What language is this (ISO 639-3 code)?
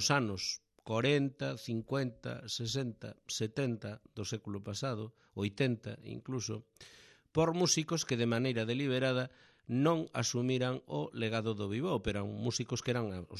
glg